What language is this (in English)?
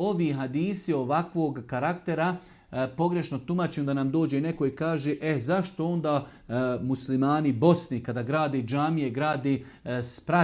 Bosnian